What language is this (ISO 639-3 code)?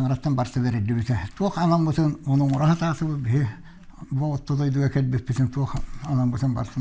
sah